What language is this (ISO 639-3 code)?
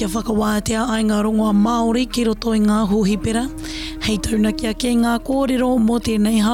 mri